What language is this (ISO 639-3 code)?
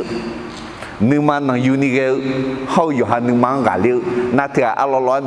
ahk